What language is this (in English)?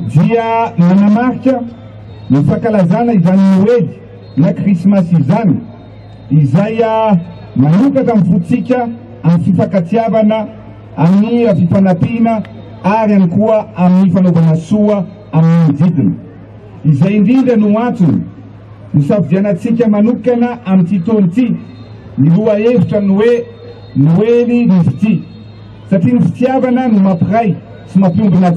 Malagasy